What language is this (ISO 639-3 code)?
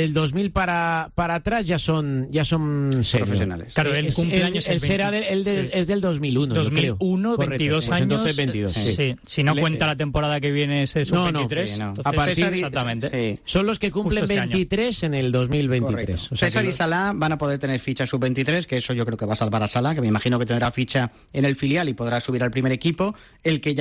spa